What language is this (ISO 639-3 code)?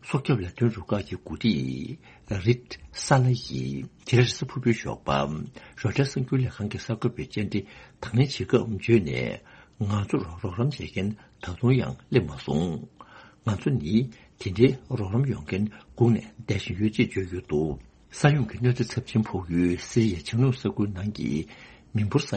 bod